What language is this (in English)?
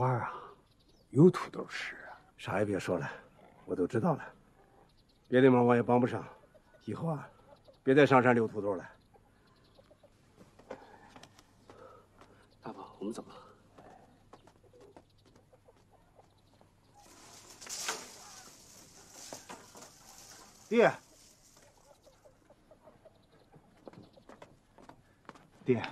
Chinese